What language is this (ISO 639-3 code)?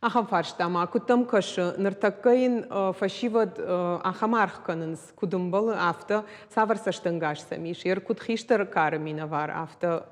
oss